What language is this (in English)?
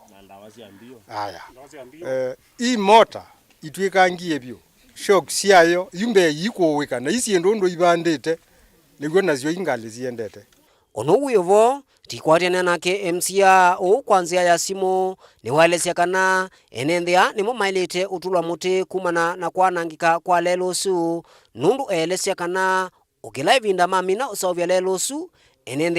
Kamba